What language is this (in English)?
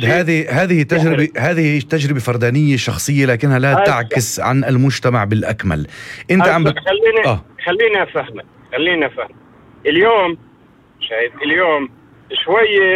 North Levantine Arabic